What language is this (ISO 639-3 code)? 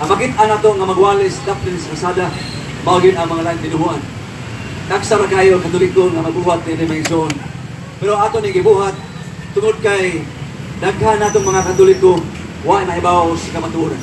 ceb